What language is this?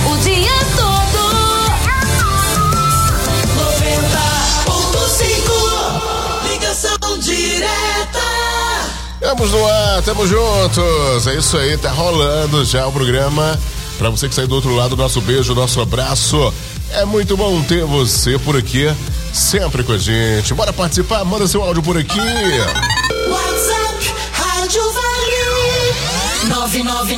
Portuguese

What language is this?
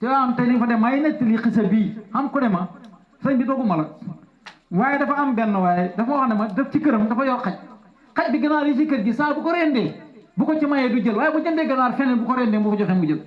Wolof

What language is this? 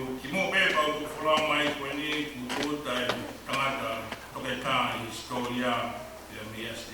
Tongan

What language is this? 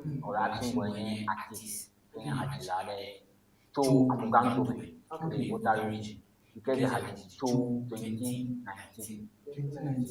Ewe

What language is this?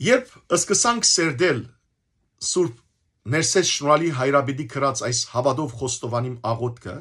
Western Armenian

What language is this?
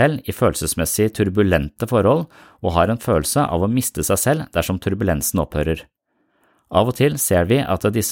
Norwegian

